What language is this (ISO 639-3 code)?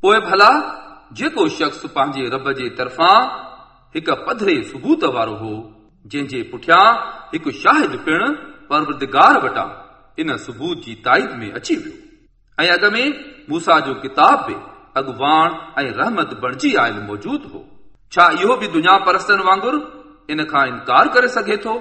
snd